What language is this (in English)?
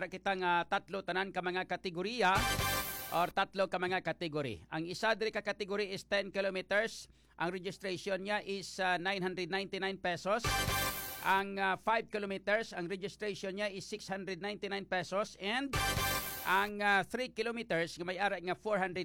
Hiligaynon